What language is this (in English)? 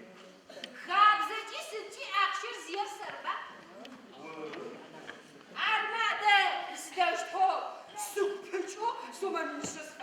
Adyghe